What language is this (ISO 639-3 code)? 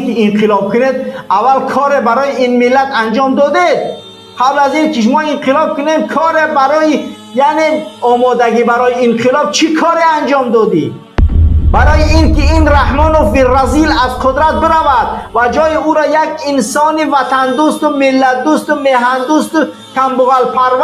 fas